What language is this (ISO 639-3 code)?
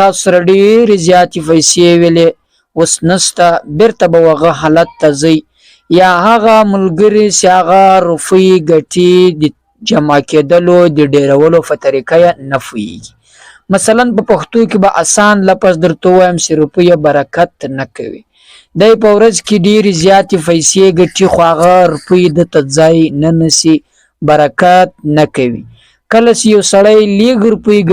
pus